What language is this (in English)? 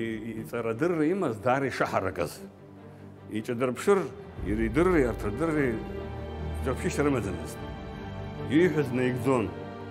Abkhazian